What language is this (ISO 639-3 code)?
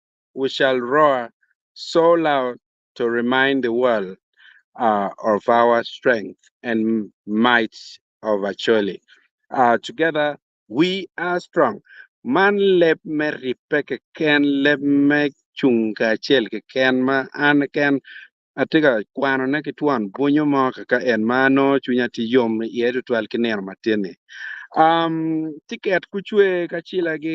ach